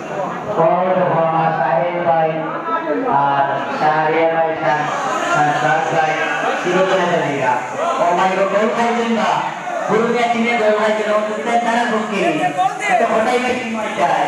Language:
Sylheti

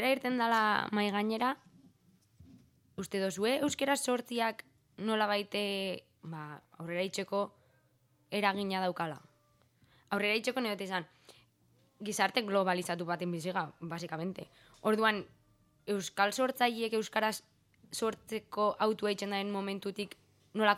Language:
Basque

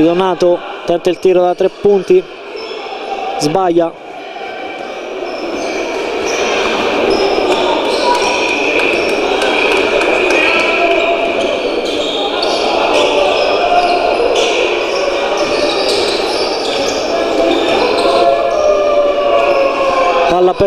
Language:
Italian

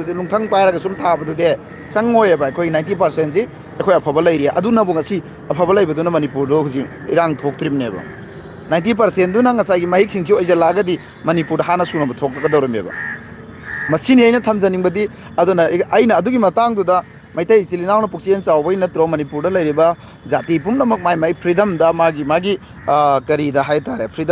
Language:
Manipuri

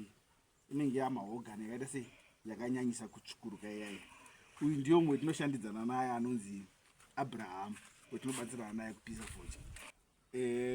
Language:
Shona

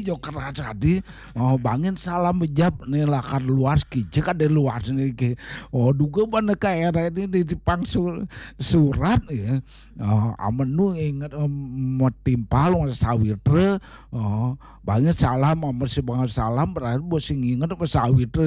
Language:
Balinese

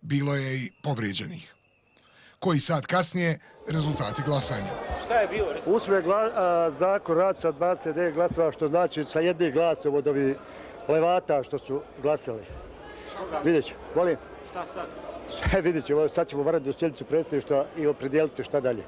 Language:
Bosnian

